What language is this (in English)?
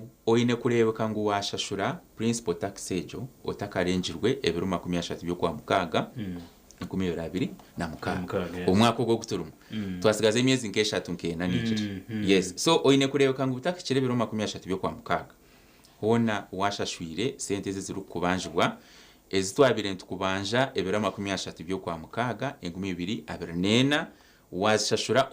Nyankole